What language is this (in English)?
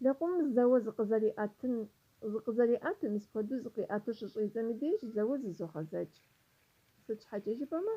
Kabardian